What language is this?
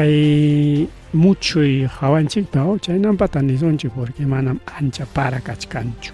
Ayacucho Quechua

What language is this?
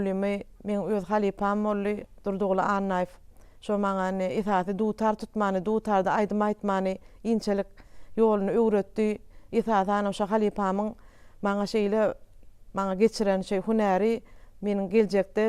Turkmen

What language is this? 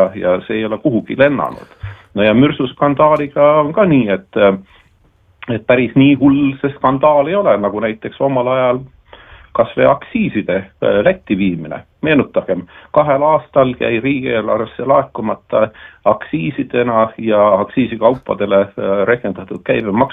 Estonian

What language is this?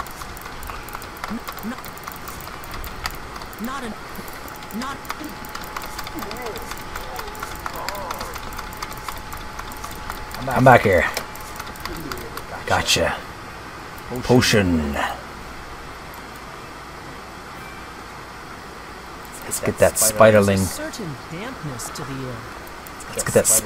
English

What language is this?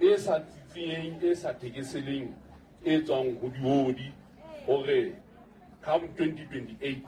Southern Sotho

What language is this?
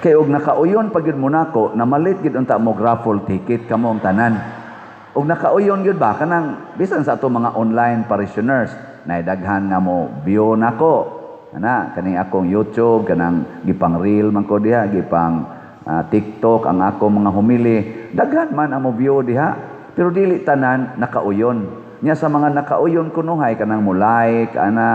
Cebuano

